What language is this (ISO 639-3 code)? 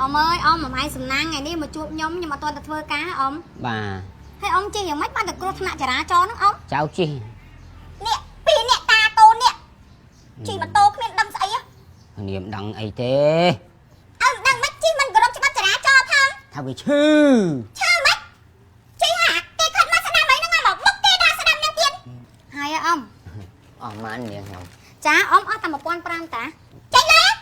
khm